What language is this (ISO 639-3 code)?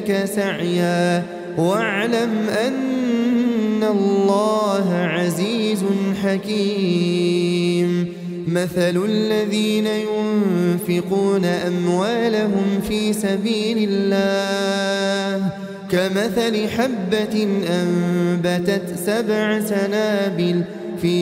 ara